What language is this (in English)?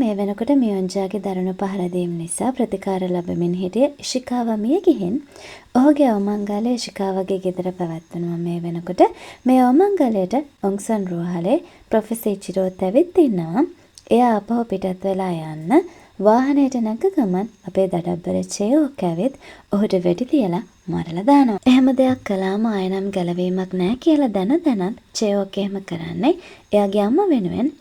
Sinhala